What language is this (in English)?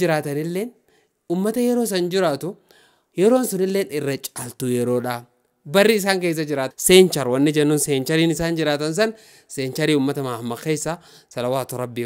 Oromo